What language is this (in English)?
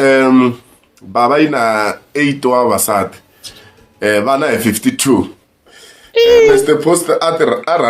Tsonga